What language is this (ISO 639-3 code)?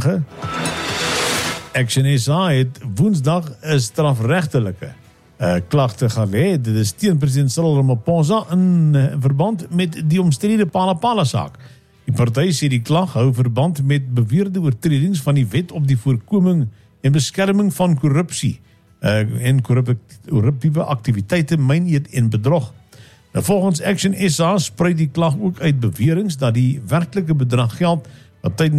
afr